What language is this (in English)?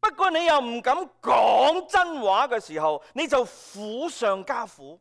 Cantonese